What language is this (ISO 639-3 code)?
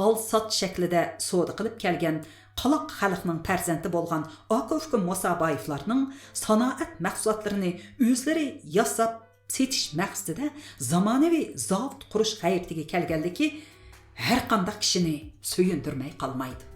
uig